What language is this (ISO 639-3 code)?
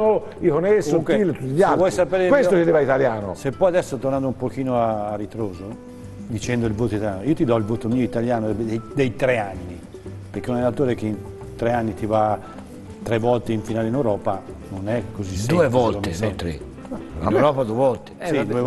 ita